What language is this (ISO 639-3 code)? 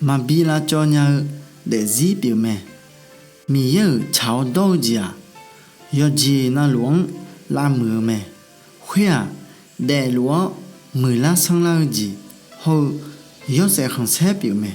ahk